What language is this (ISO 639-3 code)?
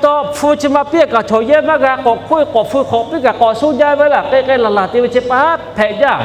lhu